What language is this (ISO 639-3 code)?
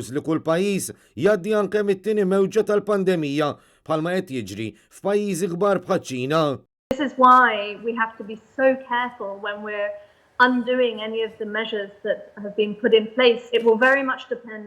mlt